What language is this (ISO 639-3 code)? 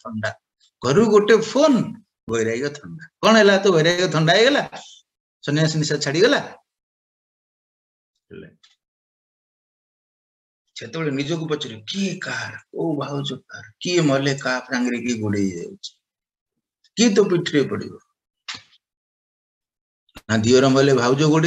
ori